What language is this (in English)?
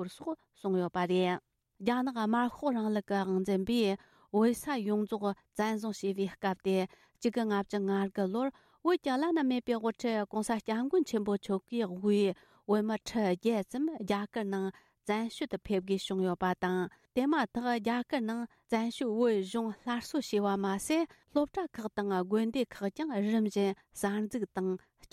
Tibetan